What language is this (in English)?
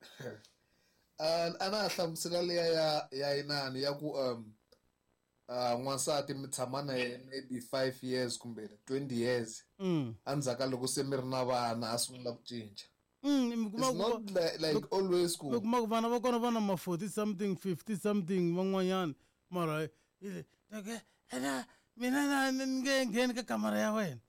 Tsonga